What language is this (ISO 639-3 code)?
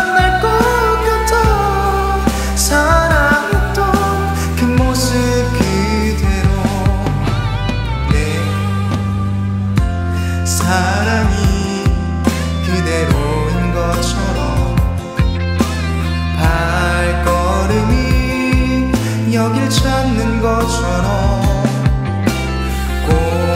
kor